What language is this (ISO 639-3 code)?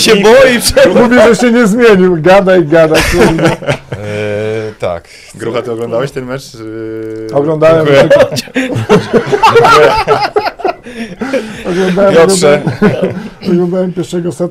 pol